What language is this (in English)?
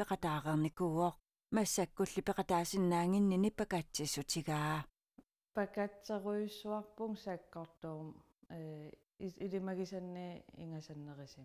Kalaallisut